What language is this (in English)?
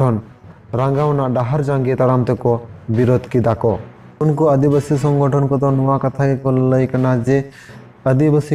Santali